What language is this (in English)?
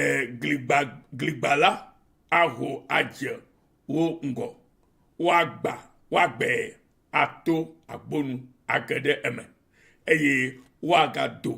Ewe